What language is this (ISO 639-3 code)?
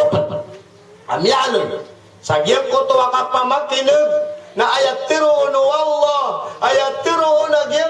mrw